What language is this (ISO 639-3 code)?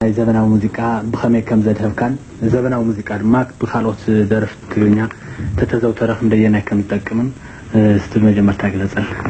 tir